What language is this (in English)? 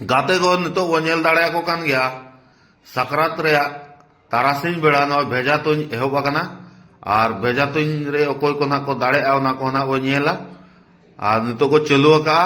Santali